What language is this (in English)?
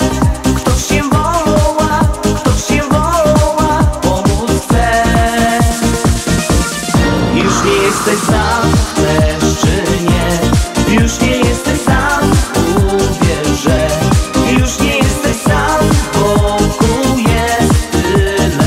Polish